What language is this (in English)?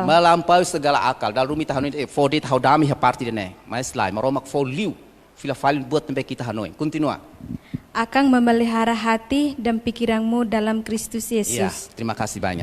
Tetum